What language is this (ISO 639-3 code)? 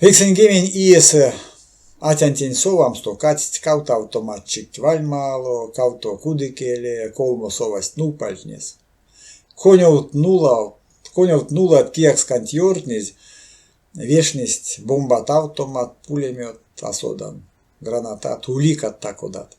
myv